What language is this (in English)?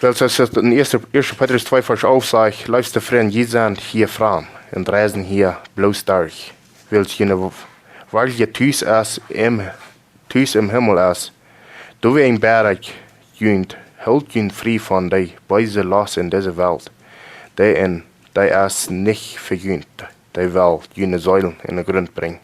Plautdietsch